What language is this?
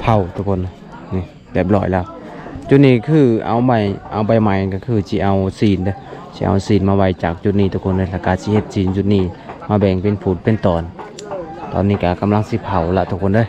Lao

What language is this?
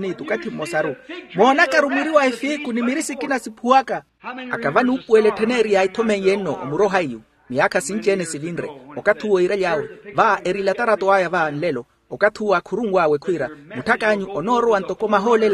Makhuwa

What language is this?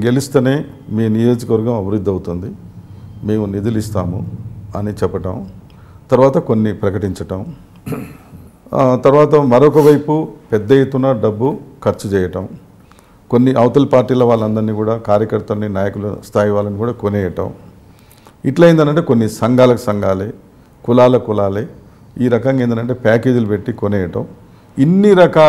Telugu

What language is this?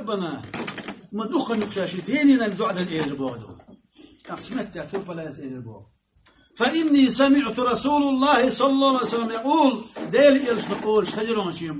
Chechen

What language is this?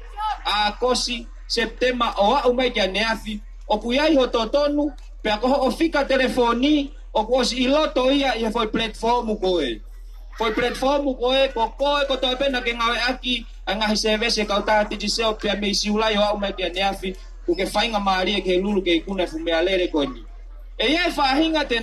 Tongan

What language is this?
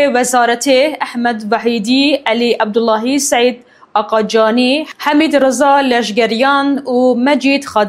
Kurdish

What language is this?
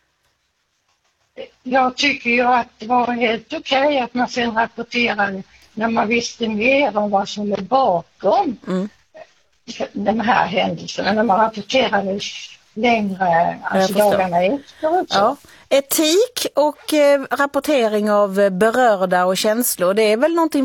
Swedish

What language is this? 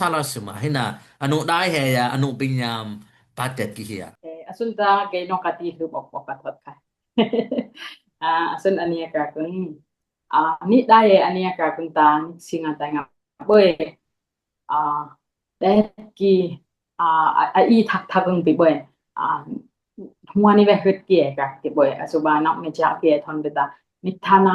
Dimasa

